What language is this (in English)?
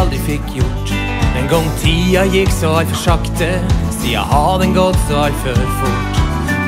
Norwegian